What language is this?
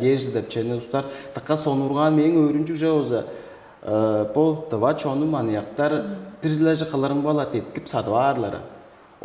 Tuvinian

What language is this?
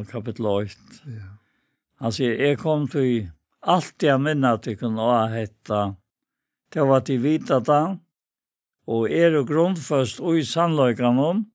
Faroese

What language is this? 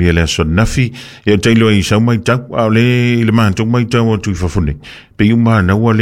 Samoan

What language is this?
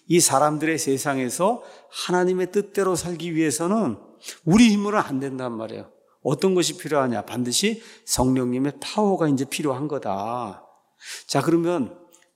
Korean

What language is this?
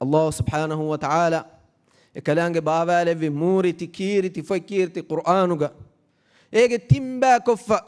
Divehi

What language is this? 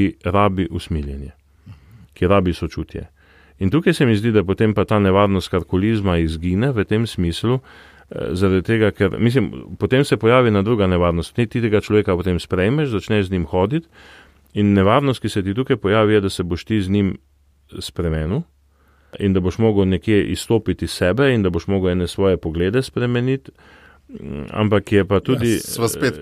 Slovenian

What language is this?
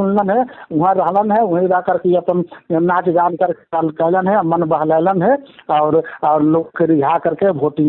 Magahi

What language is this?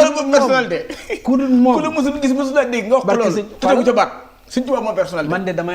Wolof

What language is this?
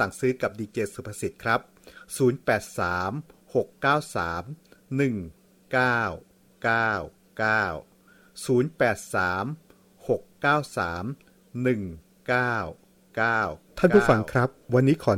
Thai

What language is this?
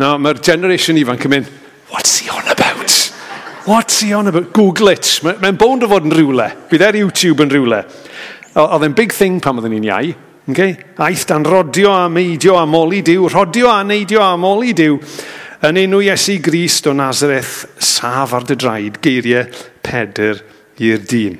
Welsh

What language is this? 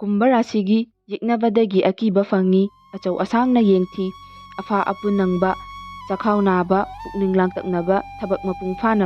Manipuri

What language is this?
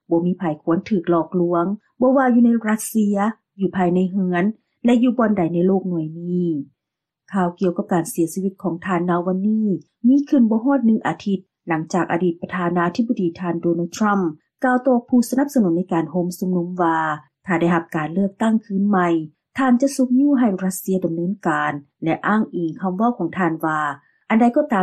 Lao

